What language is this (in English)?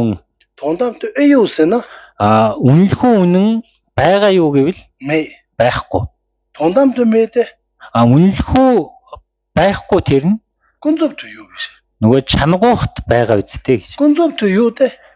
Mongolian